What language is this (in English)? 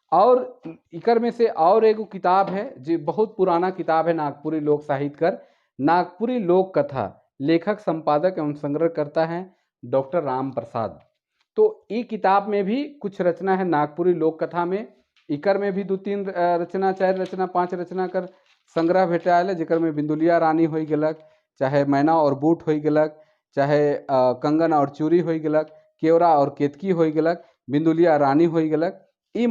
Sadri